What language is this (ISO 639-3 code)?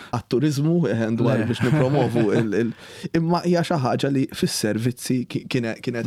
mlt